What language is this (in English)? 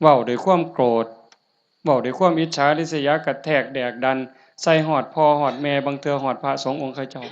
Northeastern Thai